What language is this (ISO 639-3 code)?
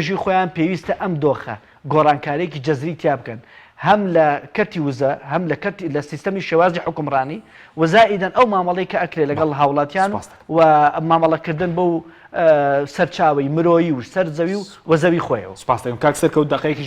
ckb